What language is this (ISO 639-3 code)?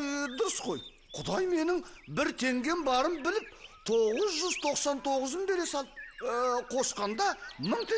kaz